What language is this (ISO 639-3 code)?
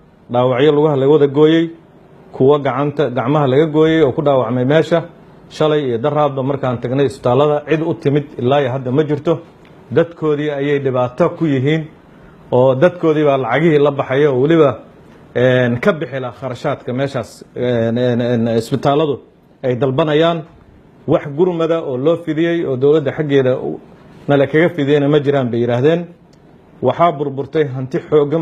som